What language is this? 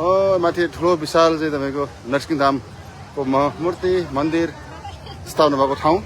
Nepali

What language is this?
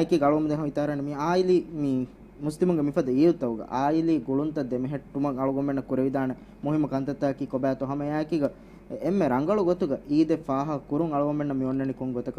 Divehi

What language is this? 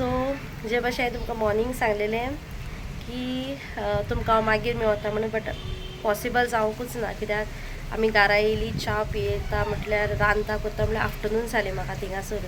Konkani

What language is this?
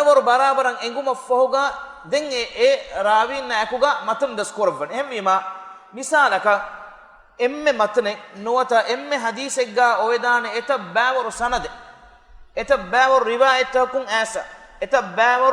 Divehi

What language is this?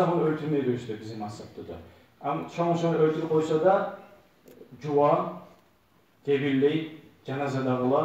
Kumyk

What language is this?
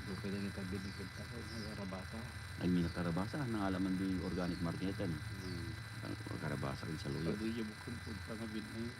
Iloko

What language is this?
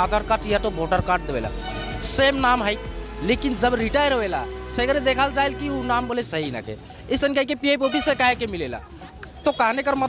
Sadri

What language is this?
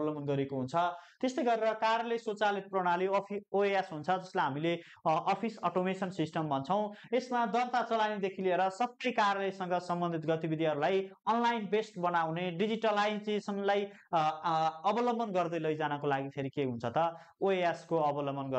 Nepali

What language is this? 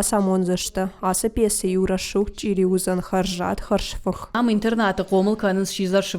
Ossetic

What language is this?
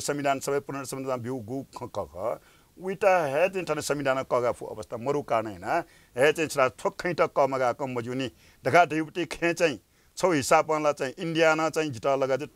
Newari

